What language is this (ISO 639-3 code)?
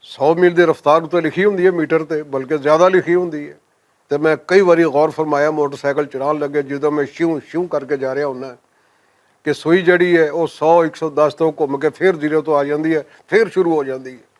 lah